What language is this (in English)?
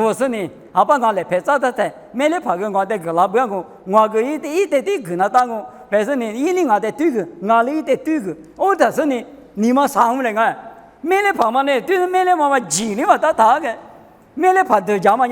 Lisu